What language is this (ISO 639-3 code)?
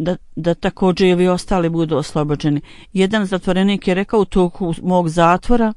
bos